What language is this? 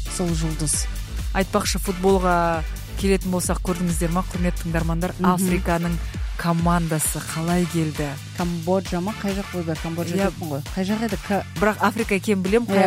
Kazakh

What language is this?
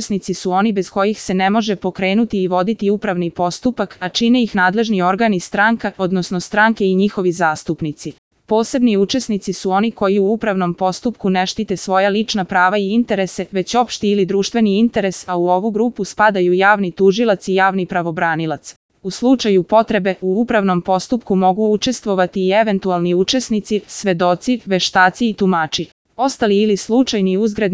Serbian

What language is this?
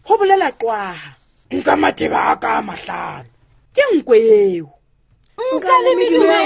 Southern Sotho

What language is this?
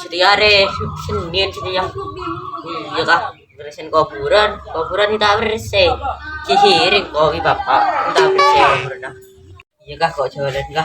Madurese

